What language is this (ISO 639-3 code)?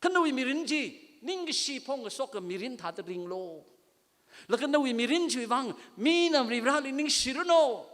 nmf